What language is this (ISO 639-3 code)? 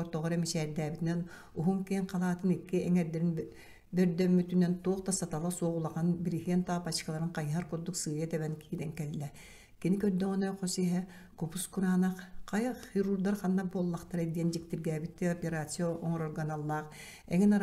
sah